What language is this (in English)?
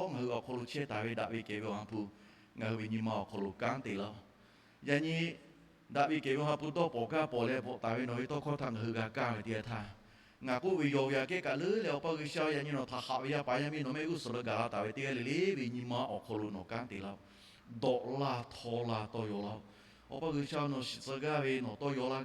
Lahu